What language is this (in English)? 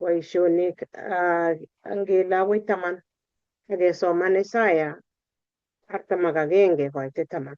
Kalenjin